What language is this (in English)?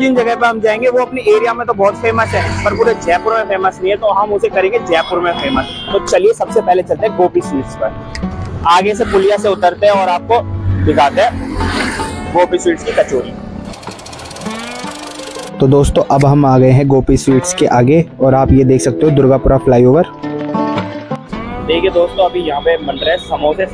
Hindi